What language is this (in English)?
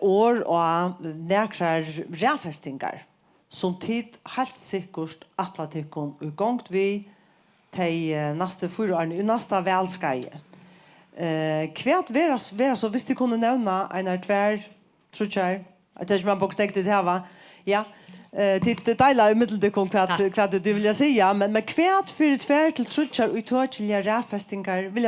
Faroese